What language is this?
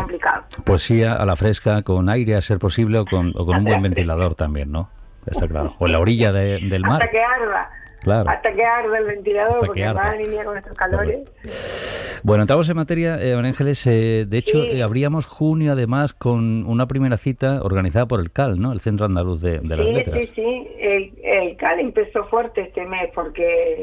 Spanish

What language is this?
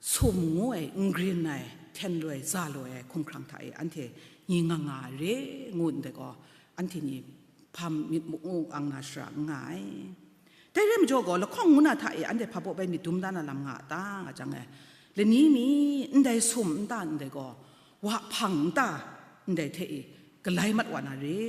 Kachin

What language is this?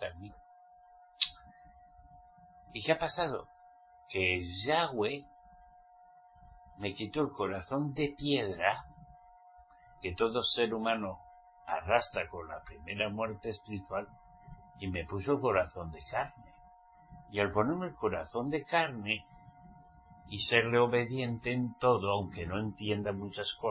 Spanish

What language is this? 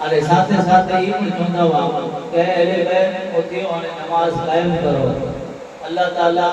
Kachhi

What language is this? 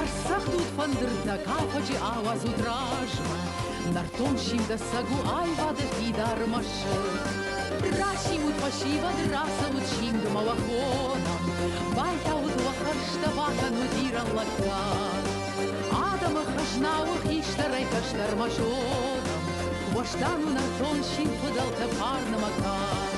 Ossetic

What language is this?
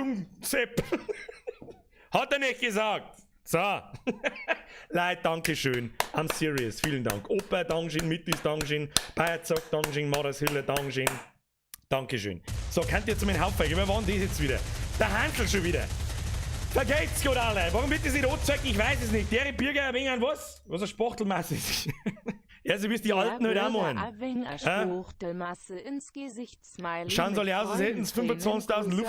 Bavarian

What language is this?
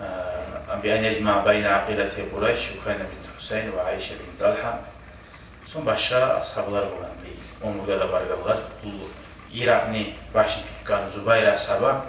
Kumyk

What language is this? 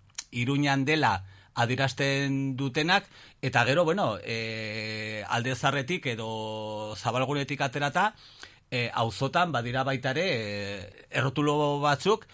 Basque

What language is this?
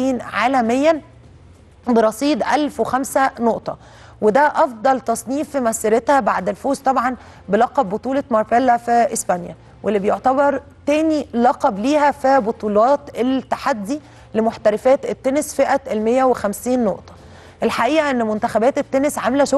Egyptian Arabic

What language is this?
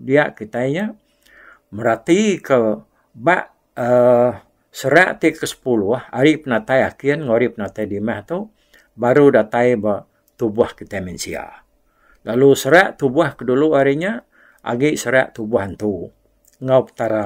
Iban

